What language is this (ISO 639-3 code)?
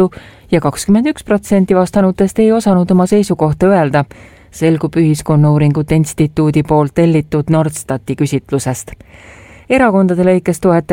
est